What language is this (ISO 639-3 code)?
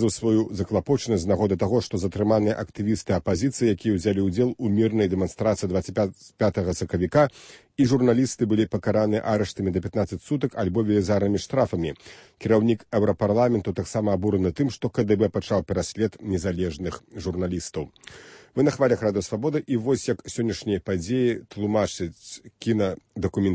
bel